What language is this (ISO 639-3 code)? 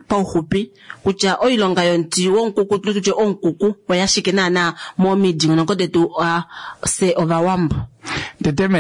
kua